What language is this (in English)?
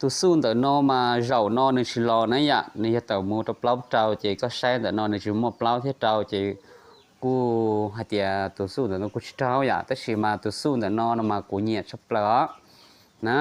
Hmong